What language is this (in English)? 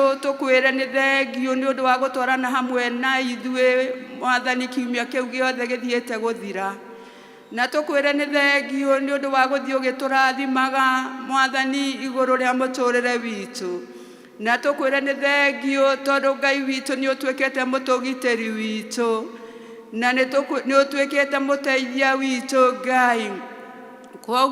Kikuyu